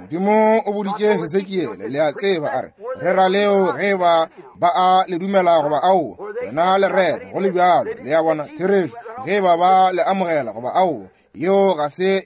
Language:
Northern Sotho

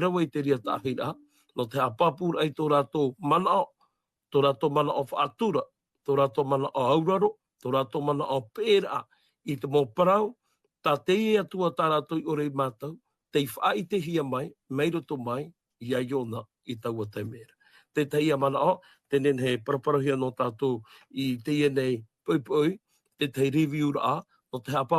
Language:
Tahitian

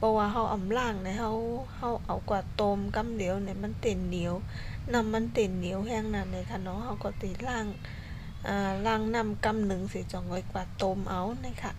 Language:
Shan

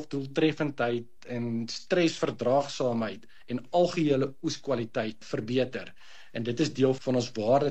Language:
Afrikaans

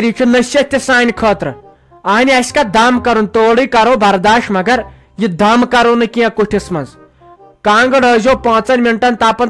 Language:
Kashmiri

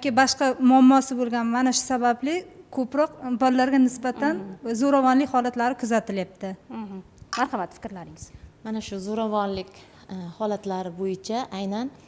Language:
Uzbek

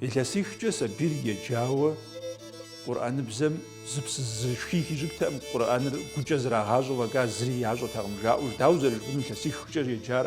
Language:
Kabardian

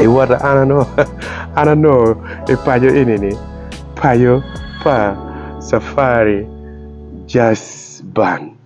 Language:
Acoli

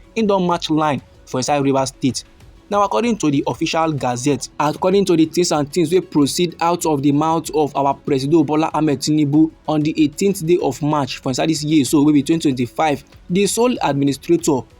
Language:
Nigerian Pidgin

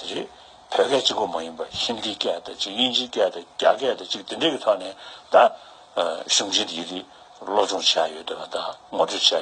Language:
Tibetan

